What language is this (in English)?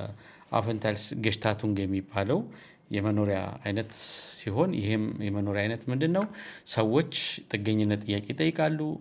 Amharic